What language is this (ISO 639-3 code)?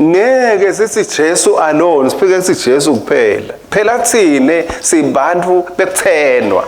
ssw